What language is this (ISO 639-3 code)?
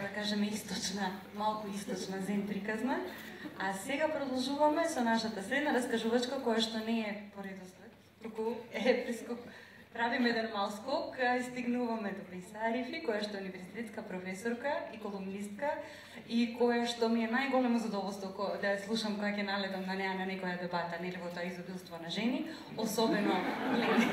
mkd